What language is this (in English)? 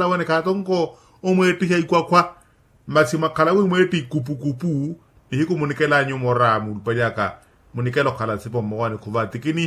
Makhuwa